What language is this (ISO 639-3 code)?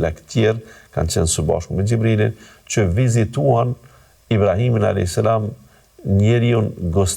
sqi